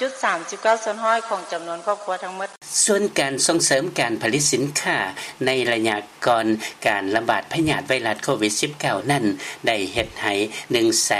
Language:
Lao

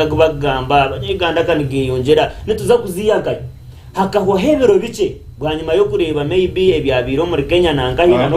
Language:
Nyankole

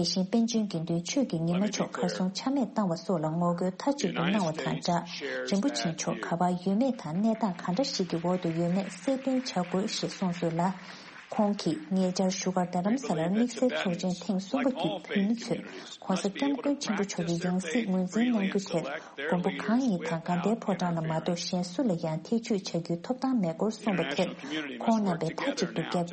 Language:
Tibetan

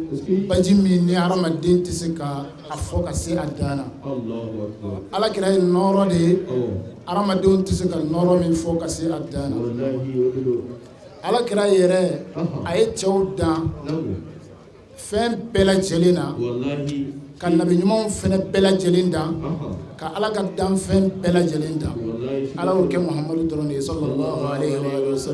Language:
Bambara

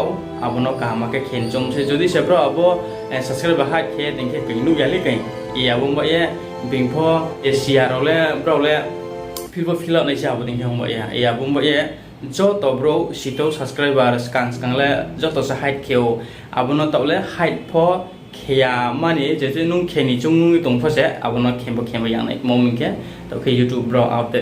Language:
Riang (India)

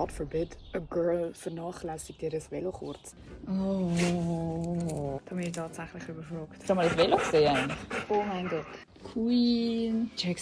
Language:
Swiss German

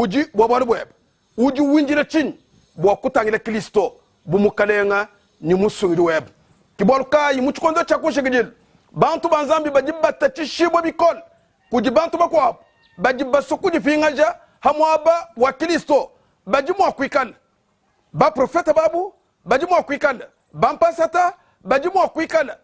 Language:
Luba-Lulua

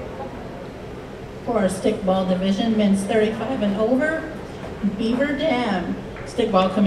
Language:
English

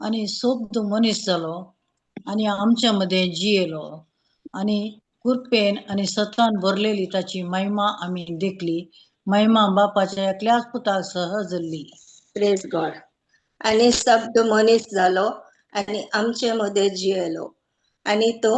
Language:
Konkani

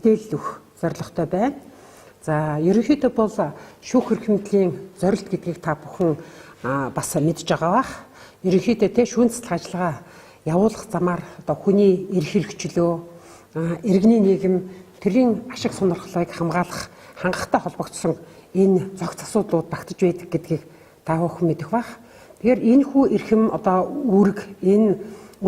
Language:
Mongolian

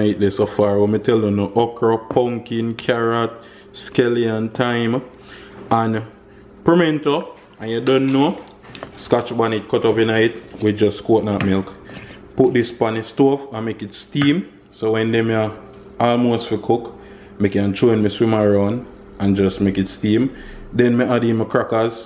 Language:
Jamaican Creole English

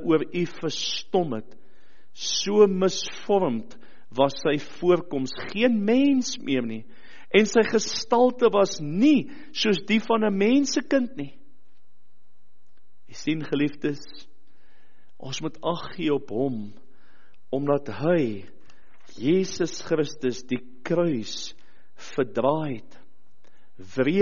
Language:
Afrikaans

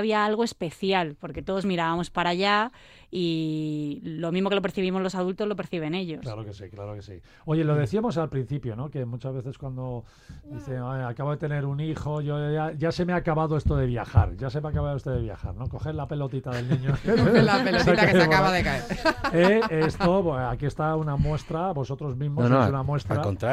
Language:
Spanish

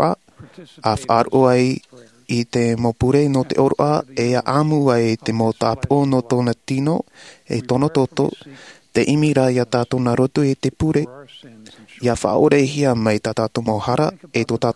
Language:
Tahitian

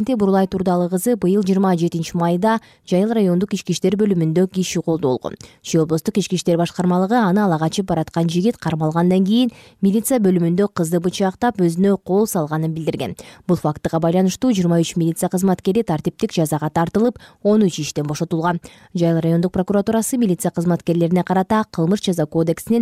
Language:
Kyrgyz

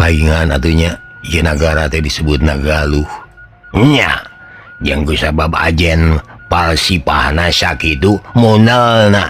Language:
Sundanese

